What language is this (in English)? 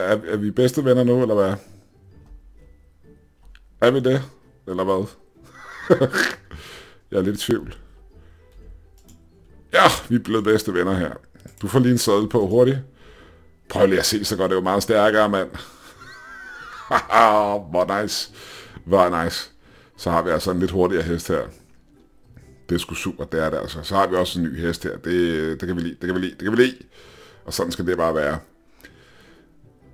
Danish